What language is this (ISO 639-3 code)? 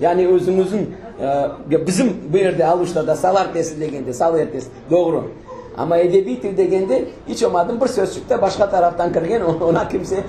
crh